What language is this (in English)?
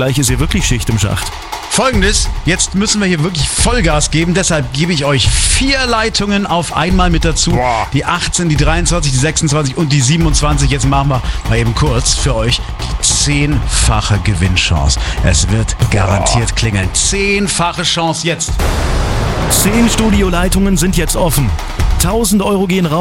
German